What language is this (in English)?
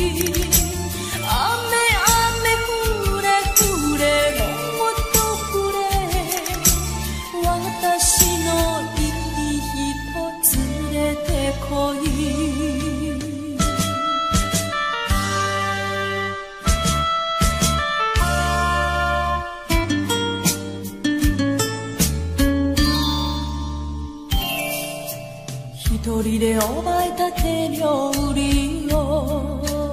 Japanese